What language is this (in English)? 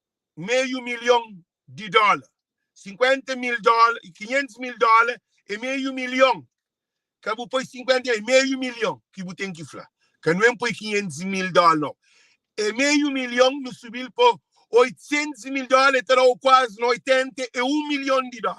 Kabuverdianu